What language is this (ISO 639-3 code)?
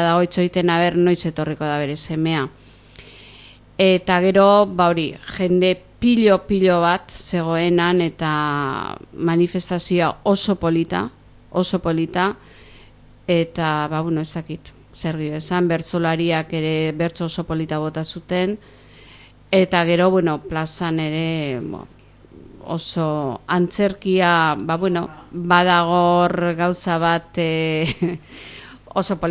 eus